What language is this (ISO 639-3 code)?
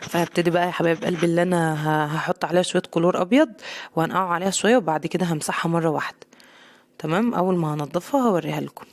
arz